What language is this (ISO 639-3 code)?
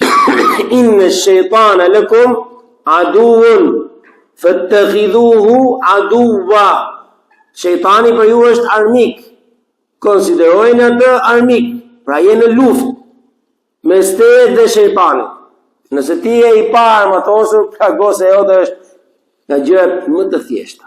sqi